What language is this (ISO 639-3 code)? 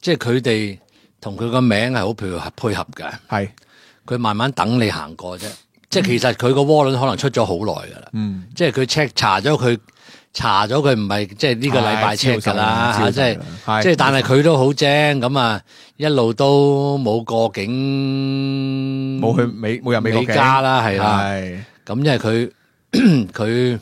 yue